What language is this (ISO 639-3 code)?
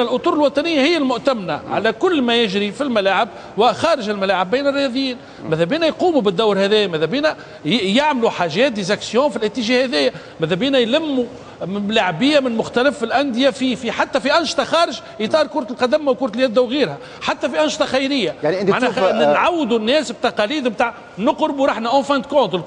aeb